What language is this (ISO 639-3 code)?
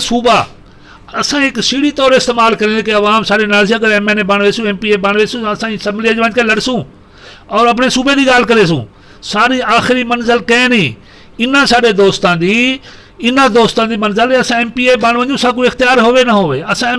skr